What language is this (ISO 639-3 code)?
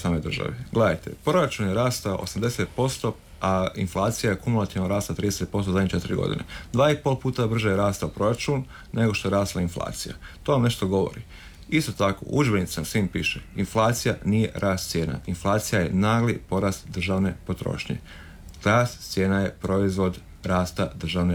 hrv